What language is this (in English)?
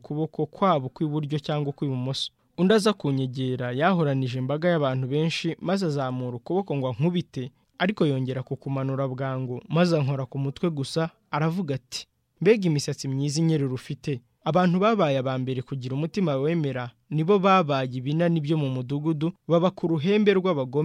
Kinyarwanda